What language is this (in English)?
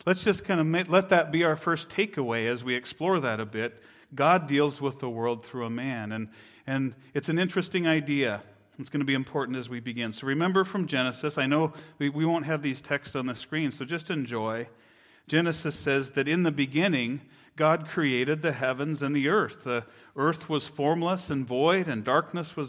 English